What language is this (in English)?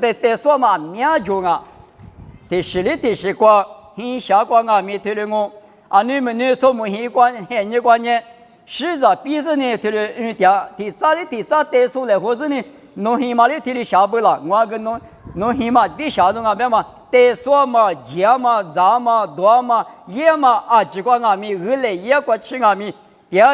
Lisu